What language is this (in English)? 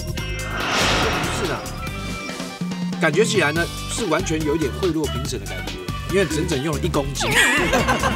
Chinese